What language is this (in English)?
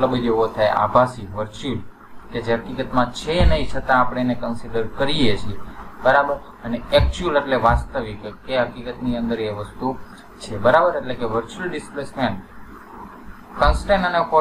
Gujarati